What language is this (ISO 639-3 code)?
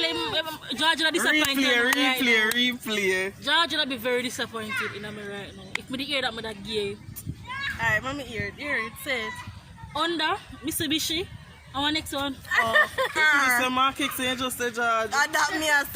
jam